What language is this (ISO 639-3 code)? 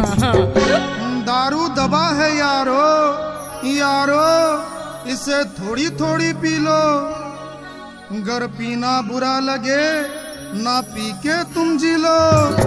hin